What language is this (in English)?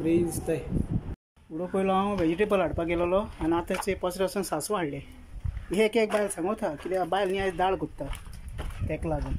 Konkani